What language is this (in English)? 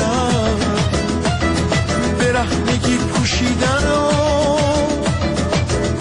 Persian